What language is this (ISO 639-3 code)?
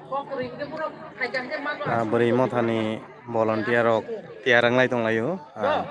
trp